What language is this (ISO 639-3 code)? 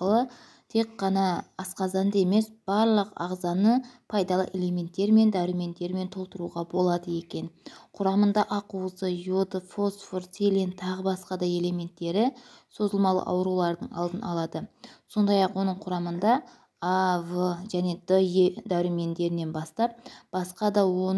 kaz